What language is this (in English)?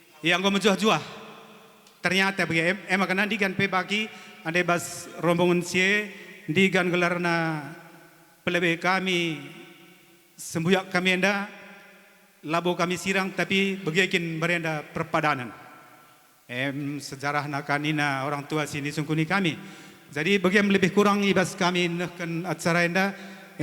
Batak Karo